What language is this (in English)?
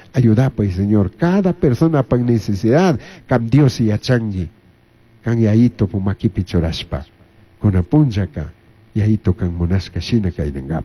Chimborazo Highland Quichua